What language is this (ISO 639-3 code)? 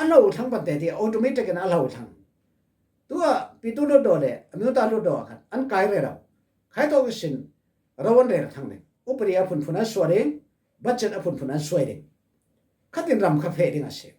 cfm